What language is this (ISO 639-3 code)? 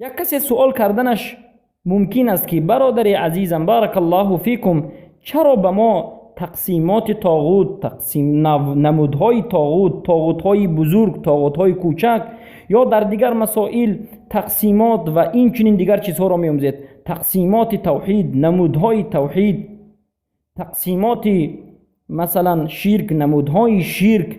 fas